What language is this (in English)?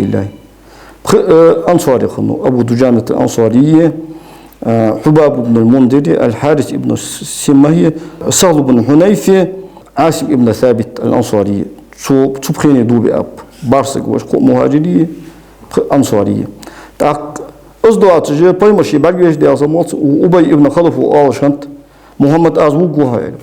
Ingush